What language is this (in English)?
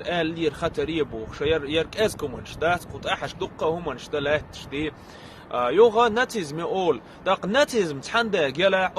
Chechen